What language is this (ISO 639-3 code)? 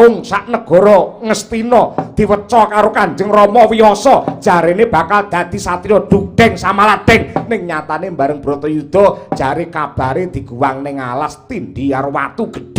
jav